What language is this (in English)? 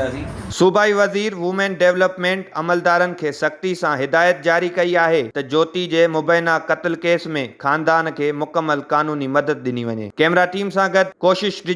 Sindhi